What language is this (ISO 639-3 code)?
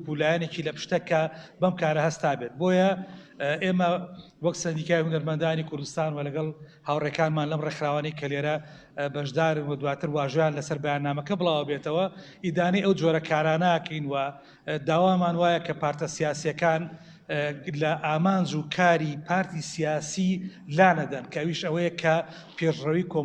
ckb